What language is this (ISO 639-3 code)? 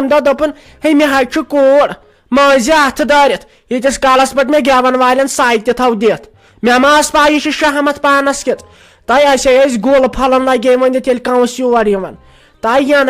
kas